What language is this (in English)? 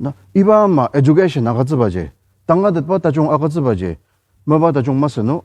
Ao Naga